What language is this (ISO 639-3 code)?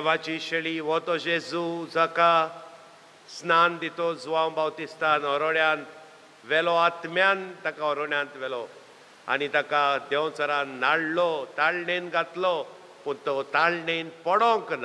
kok